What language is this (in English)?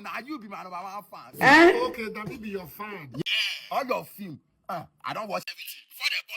Nigerian Pidgin